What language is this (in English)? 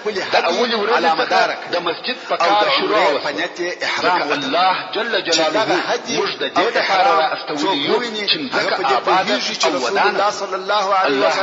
Pashto